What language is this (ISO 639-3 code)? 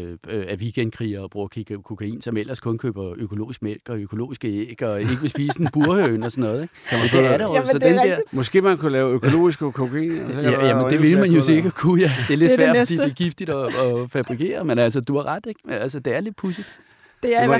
dan